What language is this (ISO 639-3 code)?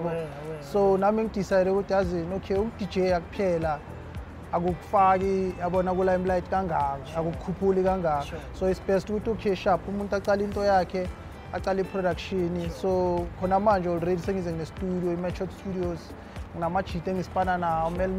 zul